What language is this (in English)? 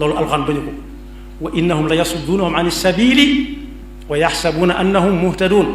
Wolof